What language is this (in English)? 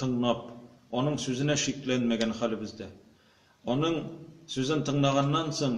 Tatar